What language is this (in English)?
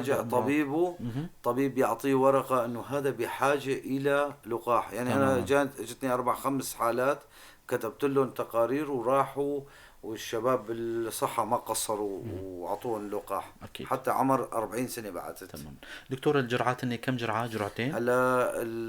North Levantine Arabic